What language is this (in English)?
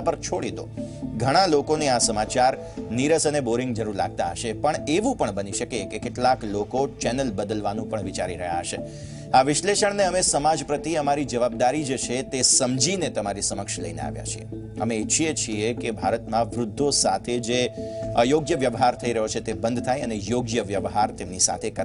Gujarati